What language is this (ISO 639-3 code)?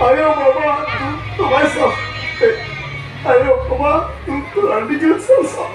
sat